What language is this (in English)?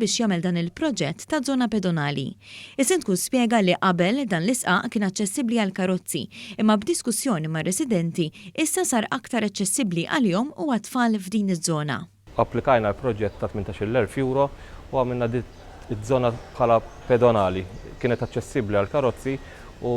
Maltese